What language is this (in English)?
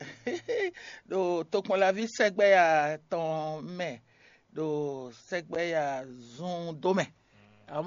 Fon